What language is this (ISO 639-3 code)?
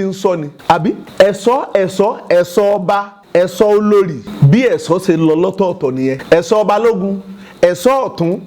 yor